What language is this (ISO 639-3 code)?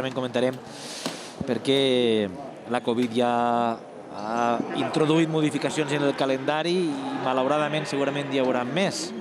cat